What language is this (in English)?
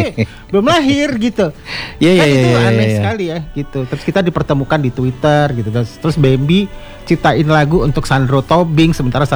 Indonesian